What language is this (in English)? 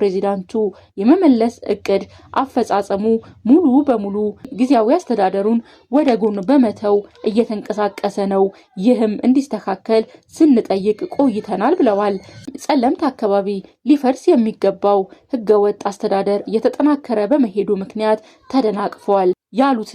Amharic